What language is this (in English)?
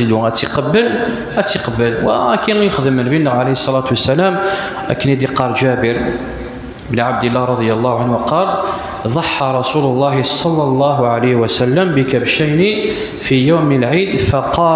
Kabyle